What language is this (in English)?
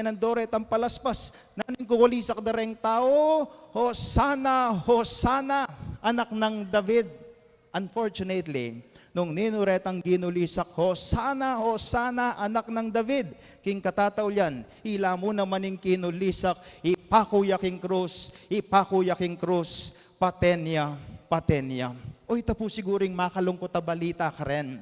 Pampanga